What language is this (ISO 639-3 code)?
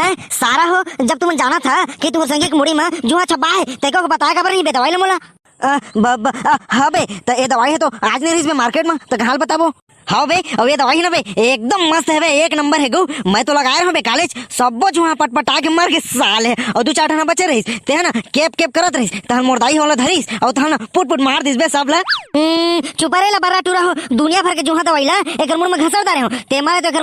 hne